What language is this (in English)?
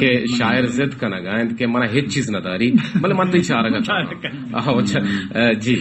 Baluchi